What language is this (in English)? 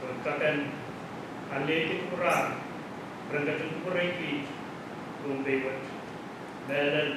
Pohnpeian